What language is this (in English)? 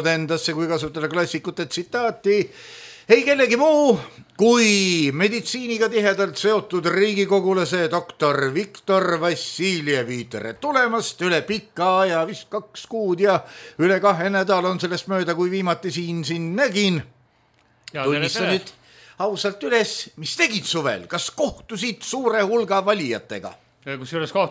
Estonian